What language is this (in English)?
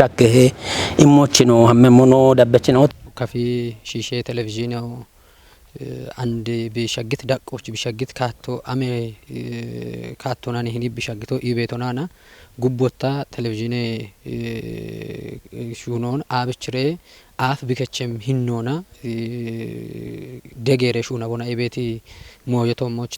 Kafa